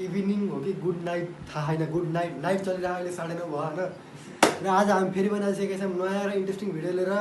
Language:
Nepali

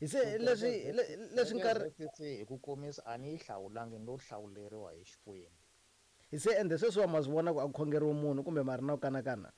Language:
Tsonga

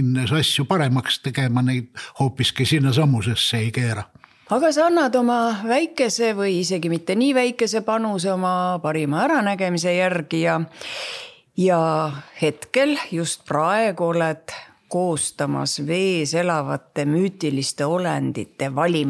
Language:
Estonian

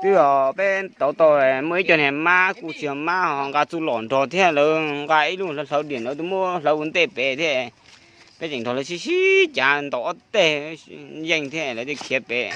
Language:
Hmong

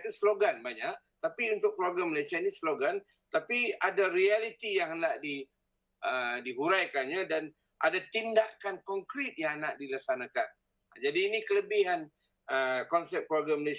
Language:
Malay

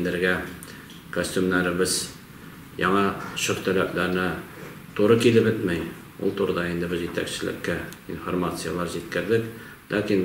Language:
Tatar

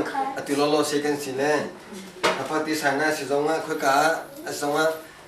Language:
Hakha Chin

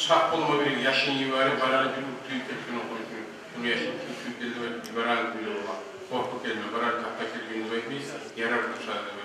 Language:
Kumyk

